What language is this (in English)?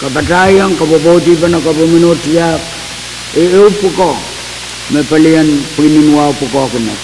Pohnpeian